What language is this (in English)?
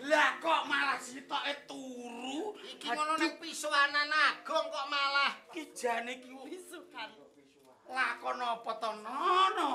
Javanese